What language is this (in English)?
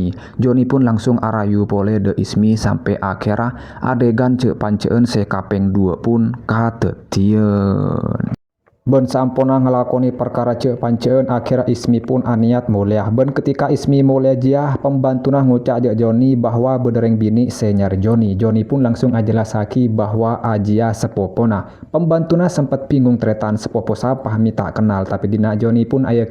Madurese